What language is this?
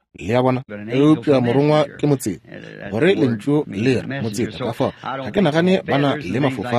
Northern Sotho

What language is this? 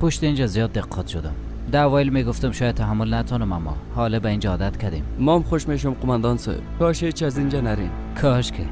Persian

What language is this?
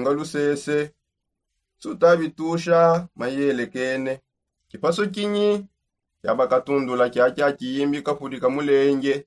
Songe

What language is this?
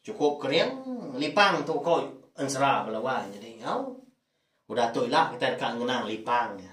Iban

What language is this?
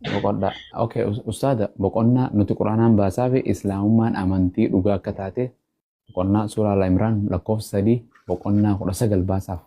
Oromo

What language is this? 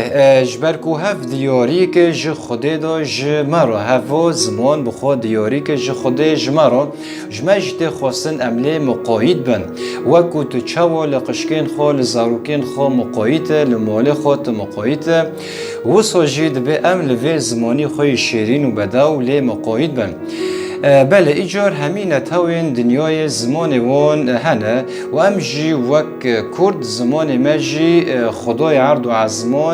Kurdish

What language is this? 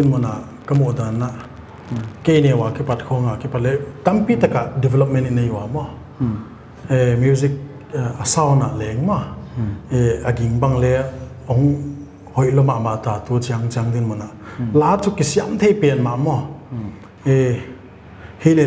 Paite Chin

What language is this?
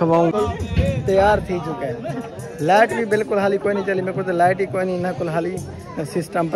Saraiki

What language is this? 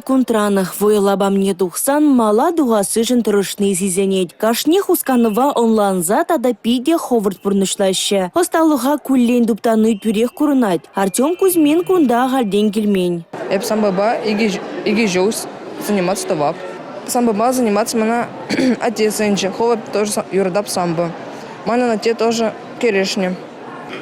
Chuvash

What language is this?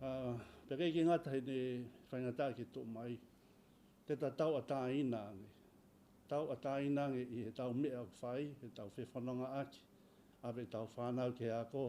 Tongan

